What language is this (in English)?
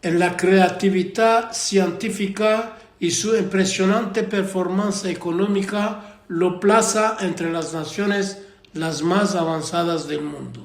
Ladino